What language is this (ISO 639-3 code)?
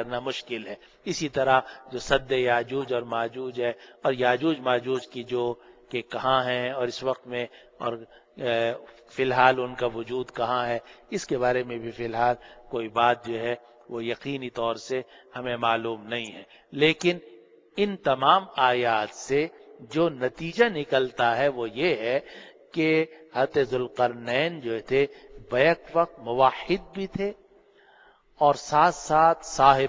urd